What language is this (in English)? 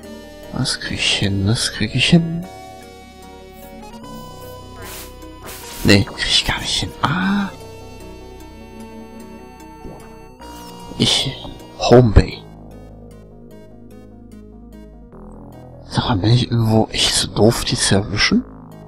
German